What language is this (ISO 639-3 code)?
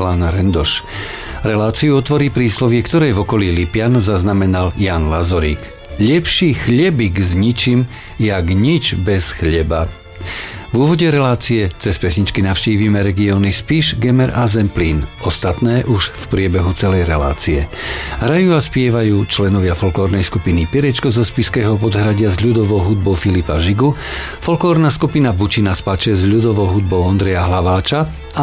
slk